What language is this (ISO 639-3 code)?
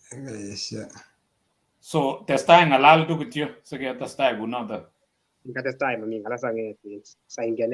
kln